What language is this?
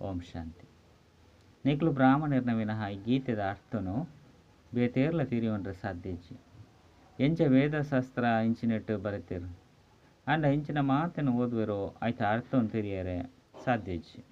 Tulu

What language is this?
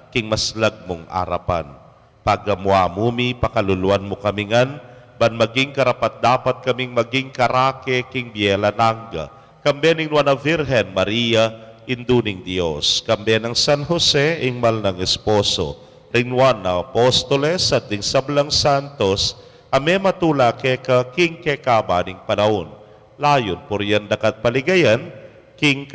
Pampanga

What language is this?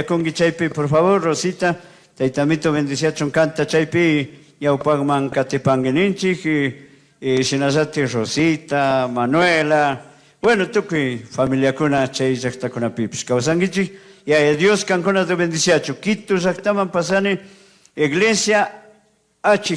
Chimborazo Highland Quichua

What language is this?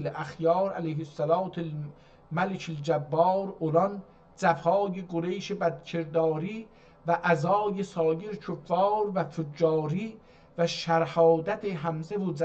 South Azerbaijani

